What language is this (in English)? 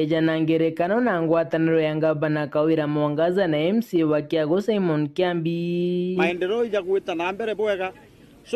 Meru